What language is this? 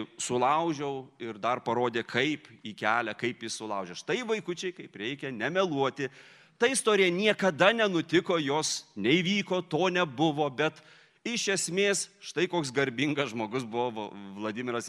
Lithuanian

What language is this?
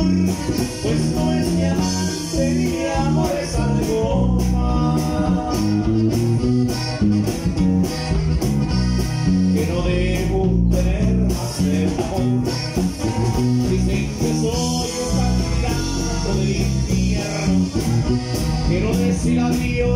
Spanish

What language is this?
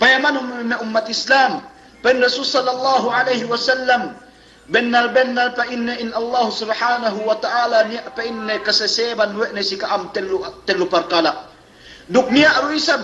Yakan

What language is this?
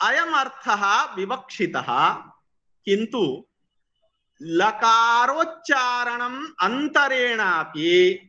Sanskrit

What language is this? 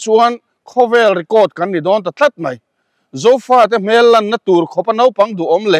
Mizo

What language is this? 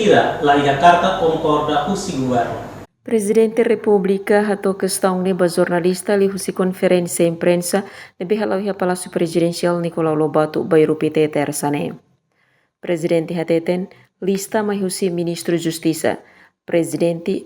Tetum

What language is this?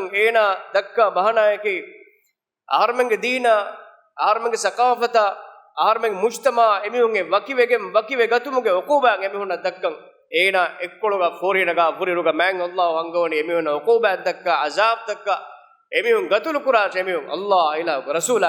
Divehi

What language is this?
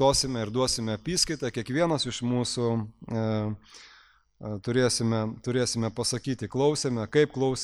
Lithuanian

